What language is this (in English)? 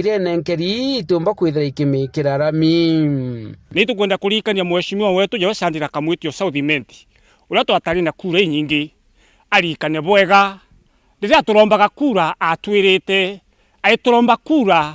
Meru